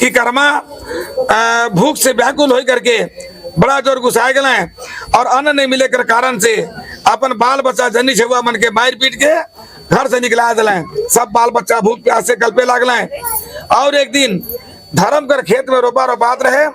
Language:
Sadri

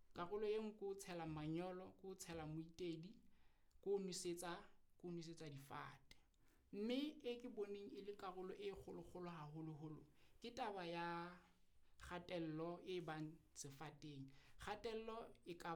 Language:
Southern Sotho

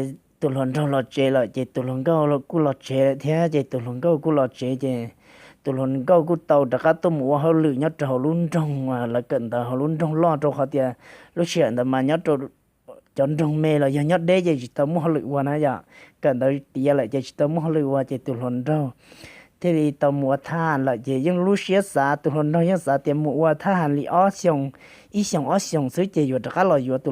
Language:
Hmong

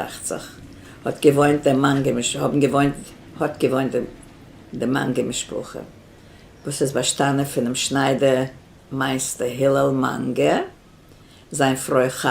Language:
Yiddish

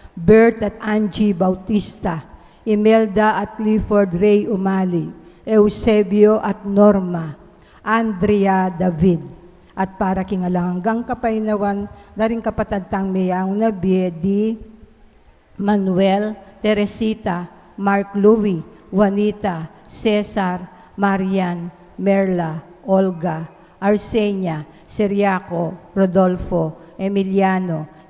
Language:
Pampanga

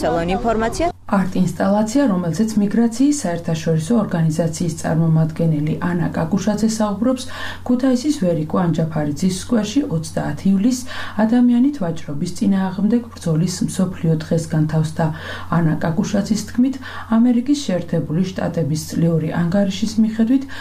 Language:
Georgian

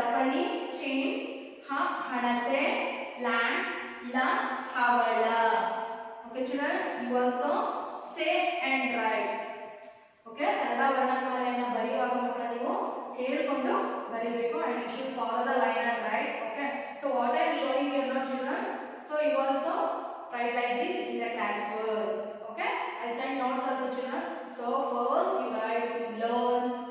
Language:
Kannada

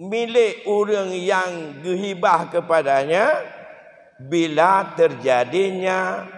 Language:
Achinese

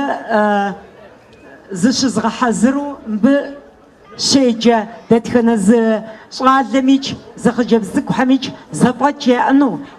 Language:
Kabardian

